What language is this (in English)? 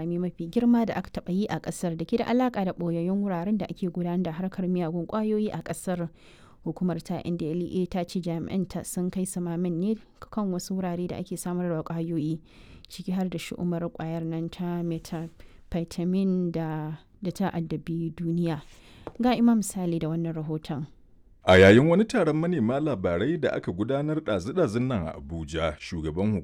Hausa